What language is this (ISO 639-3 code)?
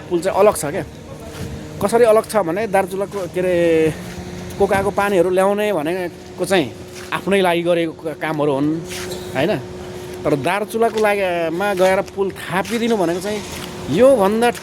nep